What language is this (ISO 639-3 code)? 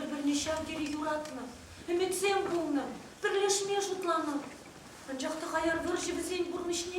chv